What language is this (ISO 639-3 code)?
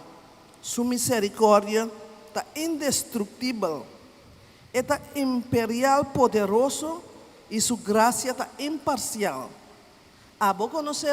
pap